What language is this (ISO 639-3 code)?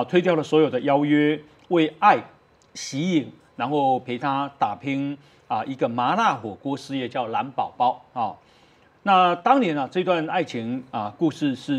zho